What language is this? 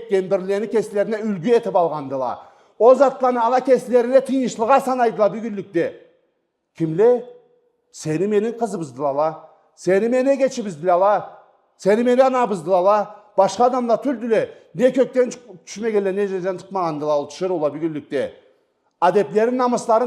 Karachay-Balkar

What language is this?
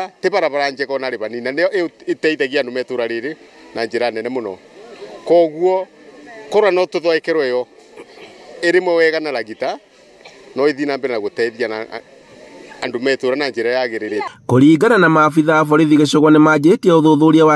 Kikuyu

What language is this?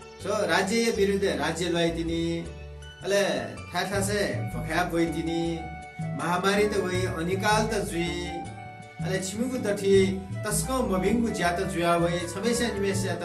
Newari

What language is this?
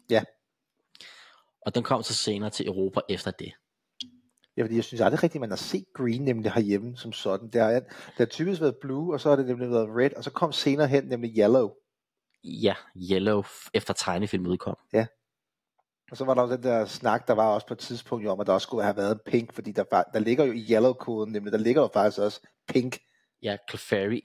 Danish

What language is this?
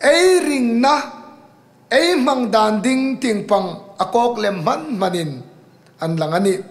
Hmar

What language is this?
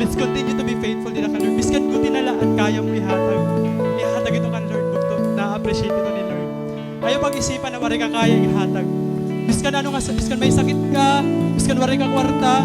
Waray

